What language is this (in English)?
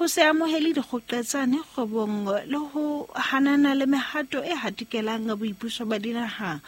Southern Sotho